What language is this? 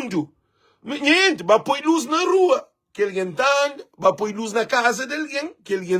Kabuverdianu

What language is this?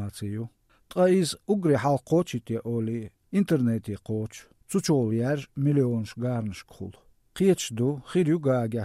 Latvian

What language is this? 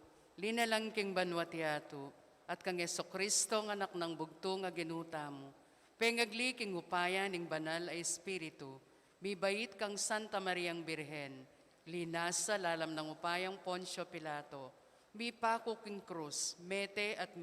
Pampanga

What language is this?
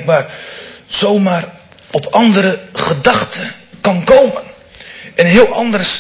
Dutch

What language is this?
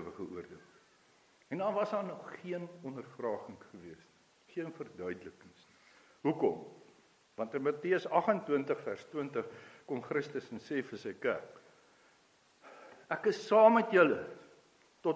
Afrikaans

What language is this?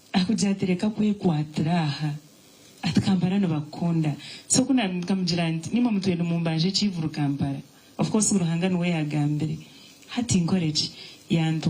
Nyankole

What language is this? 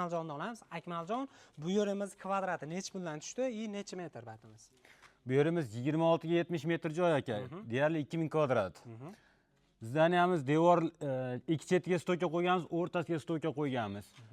Uzbek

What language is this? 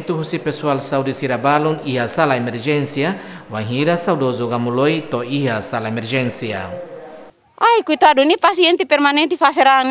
Tetum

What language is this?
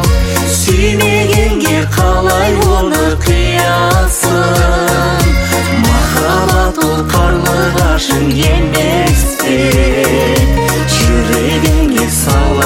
Kazakh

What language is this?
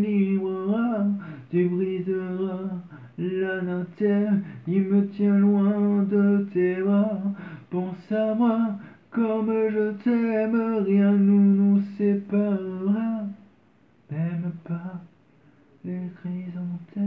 French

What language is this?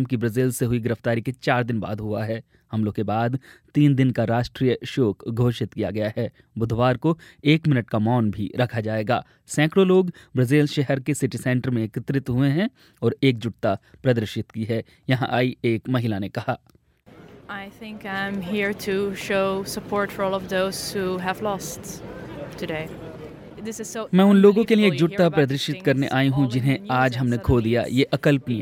Hindi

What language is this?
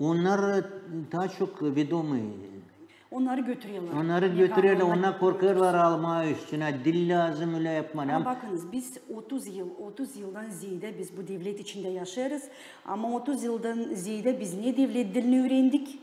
Gagauz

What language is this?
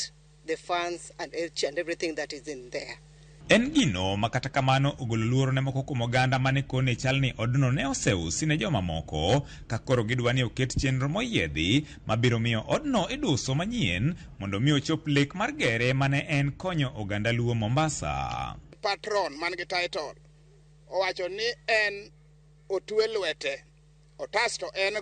Luo (Kenya and Tanzania)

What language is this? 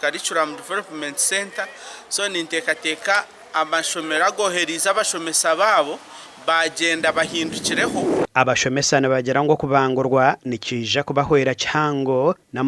Nyankole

